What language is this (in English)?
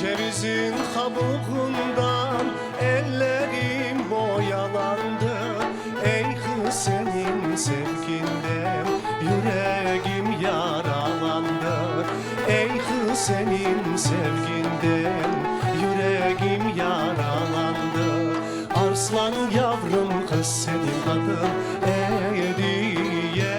Crimean Tatar